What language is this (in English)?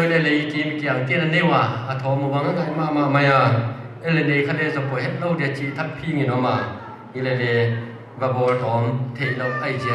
Paite Chin